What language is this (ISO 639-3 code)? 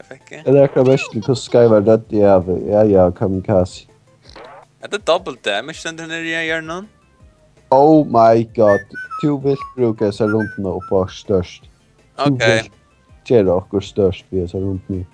fao